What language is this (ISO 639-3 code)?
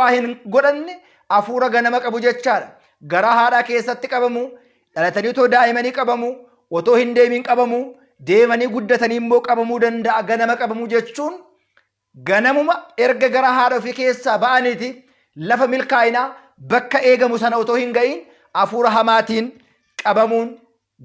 orm